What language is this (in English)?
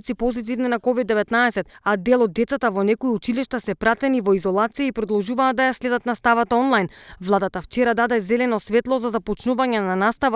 Macedonian